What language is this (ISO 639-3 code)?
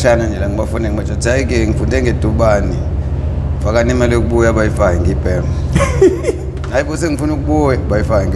zul